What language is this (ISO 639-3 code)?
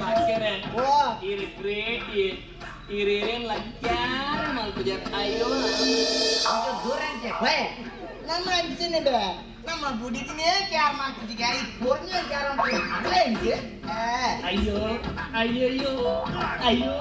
tcy